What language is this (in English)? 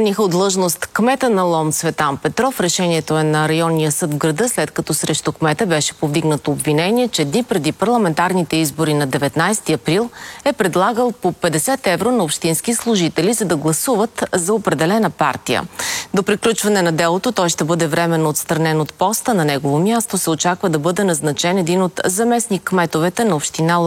Bulgarian